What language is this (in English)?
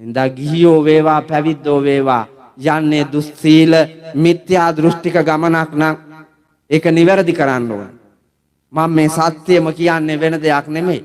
Sinhala